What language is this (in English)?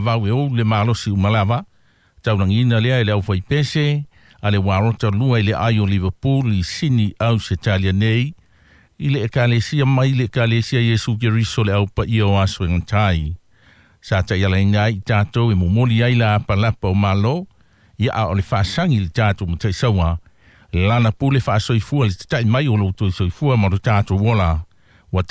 Samoan